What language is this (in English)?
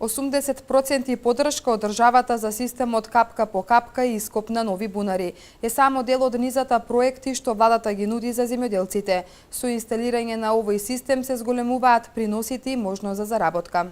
Macedonian